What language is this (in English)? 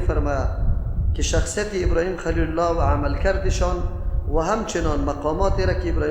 Persian